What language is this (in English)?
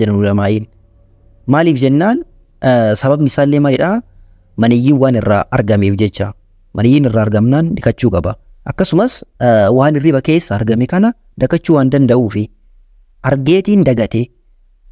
Oromo